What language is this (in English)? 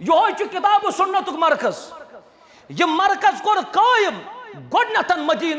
Kashmiri